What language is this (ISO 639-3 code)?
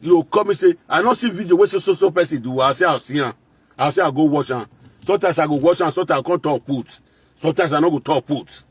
pcm